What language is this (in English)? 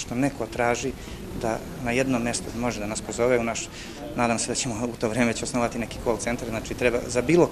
Serbian